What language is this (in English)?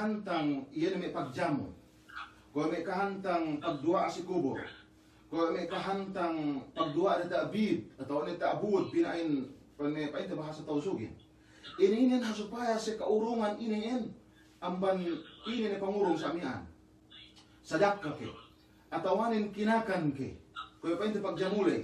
Yakan